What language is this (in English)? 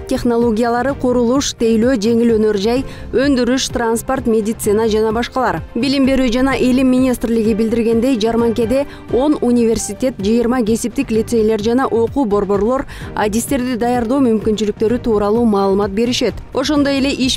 Kyrgyz